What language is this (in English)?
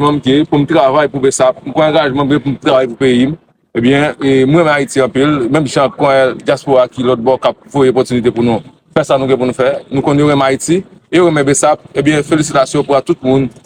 Haitian Creole